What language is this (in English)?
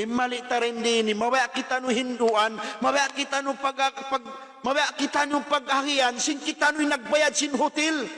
Tausug